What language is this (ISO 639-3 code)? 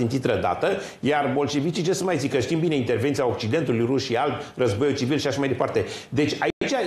ron